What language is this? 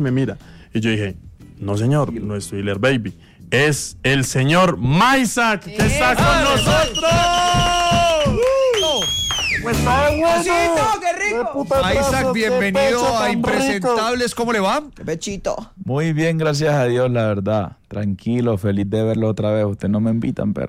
Spanish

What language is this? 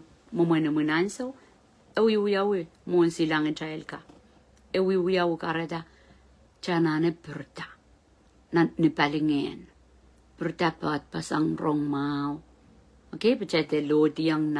Pohnpeian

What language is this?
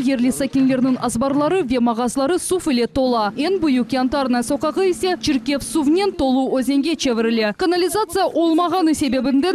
Crimean Tatar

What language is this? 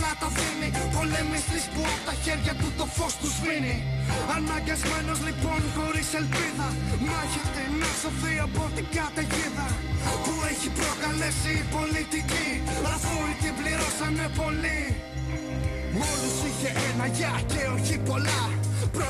Greek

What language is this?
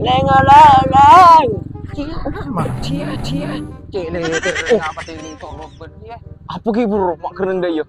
Madurese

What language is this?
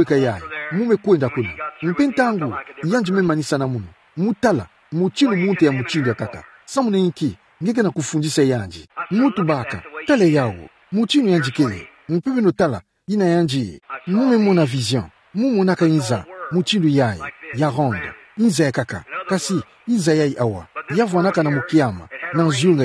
Kituba (Democratic Republic of Congo)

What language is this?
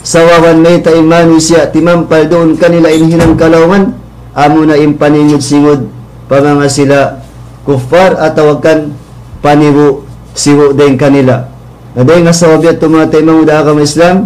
Tausug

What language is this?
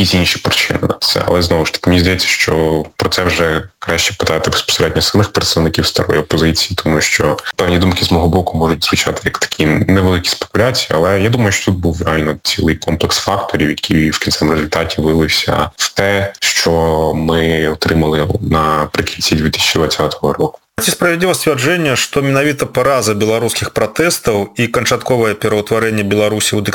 Ukrainian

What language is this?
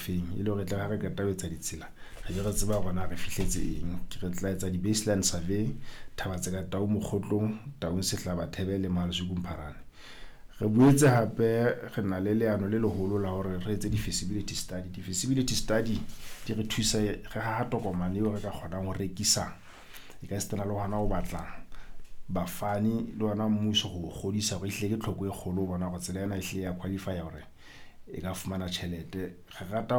Southern Sotho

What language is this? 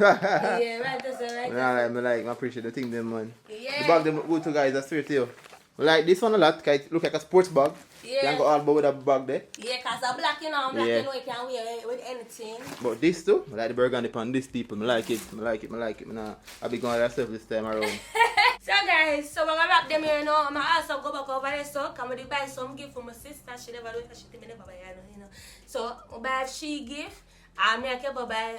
Jamaican Creole English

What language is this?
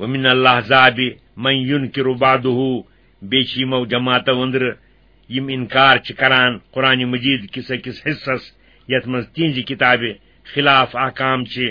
Kashmiri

